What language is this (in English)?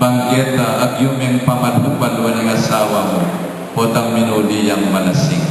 Pampanga